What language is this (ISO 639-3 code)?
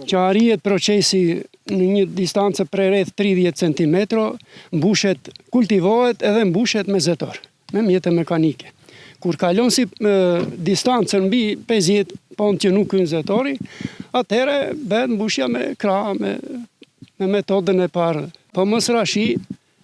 sqi